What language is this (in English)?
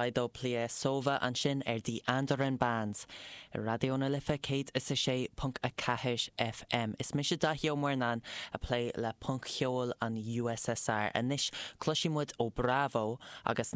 Irish